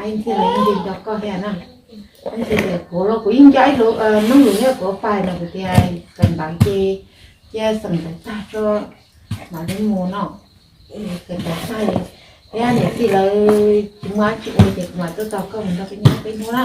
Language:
Hmong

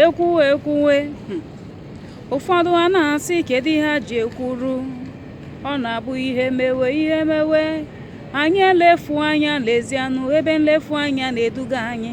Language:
Igbo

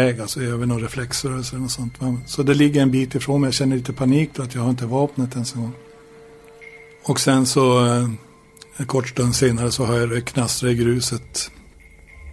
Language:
Swedish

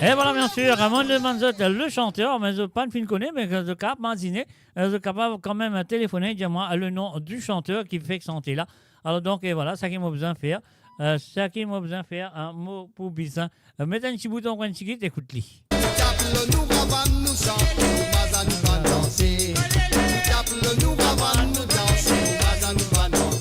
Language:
Morisyen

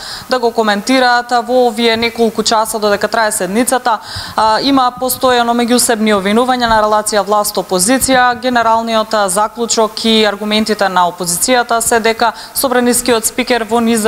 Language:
Macedonian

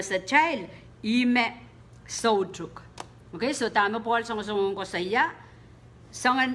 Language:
Pohnpeian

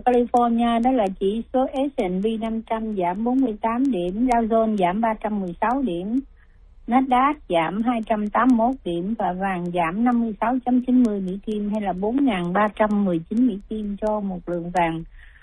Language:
Vietnamese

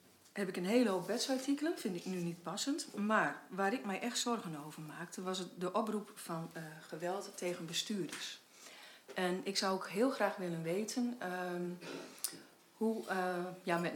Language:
Dutch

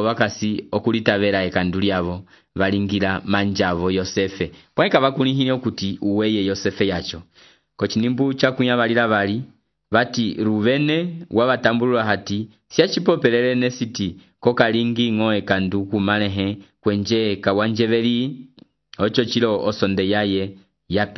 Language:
Umbundu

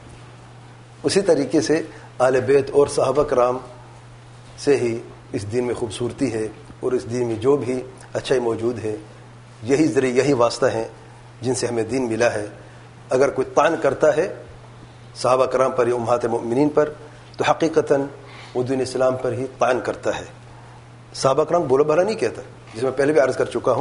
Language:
Urdu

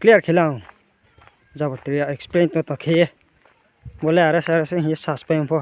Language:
Riang (India)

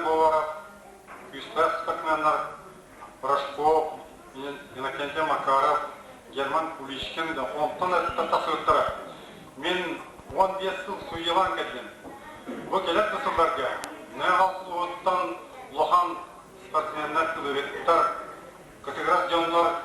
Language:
Yakut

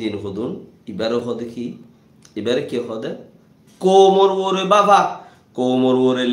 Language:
Rohingya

